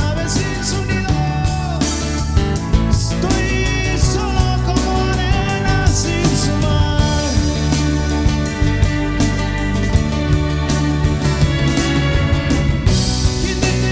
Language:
Spanish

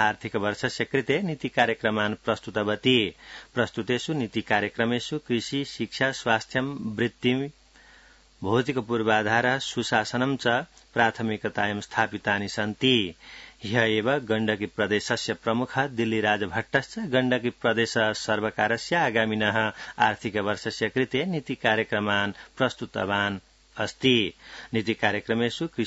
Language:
Sanskrit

